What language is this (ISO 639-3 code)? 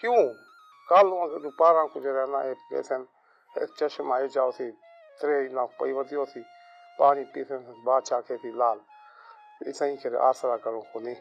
skr